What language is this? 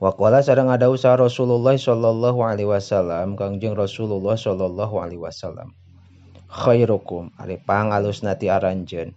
Sundanese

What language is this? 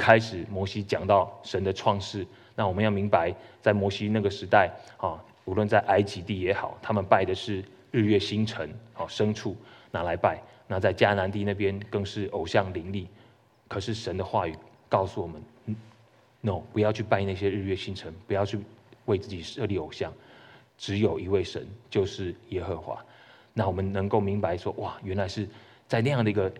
Chinese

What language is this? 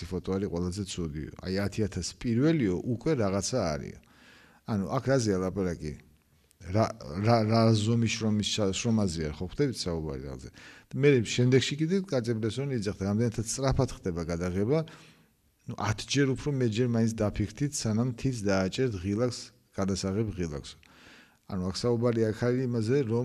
Georgian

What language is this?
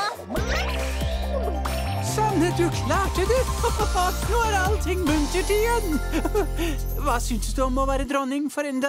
Norwegian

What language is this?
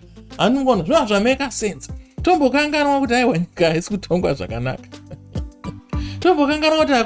Shona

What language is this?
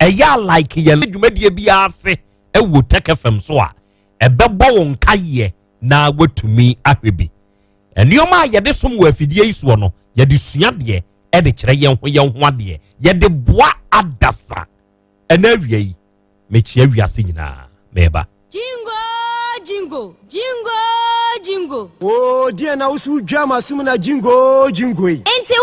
Akan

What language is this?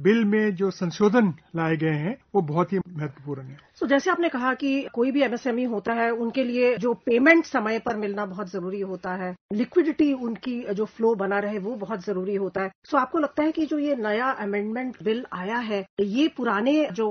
Hindi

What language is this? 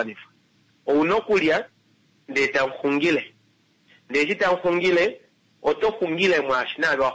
Kuanyama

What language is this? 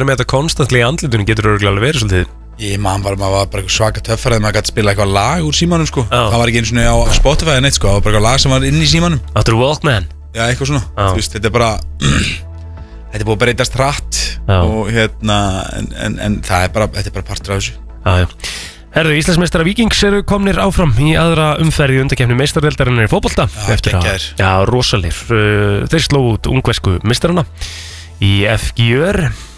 Icelandic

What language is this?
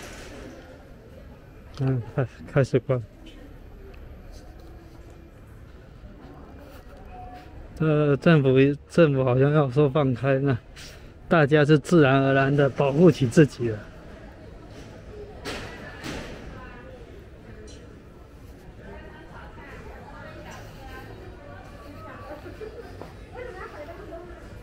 Chinese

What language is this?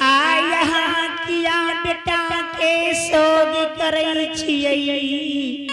Angika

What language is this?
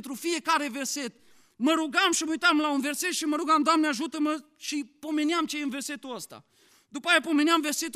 Romanian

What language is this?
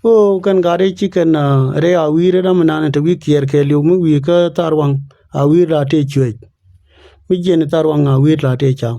Nuer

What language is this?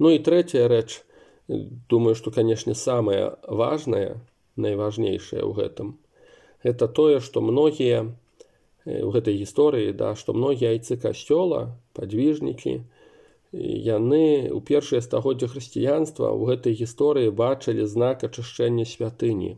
Belarusian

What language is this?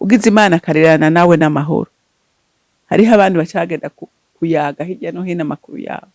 Rundi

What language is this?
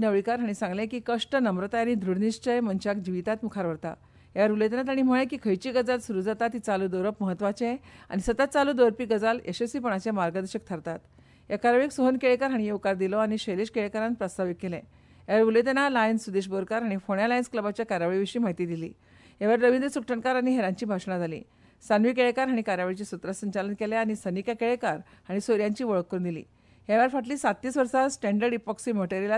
Konkani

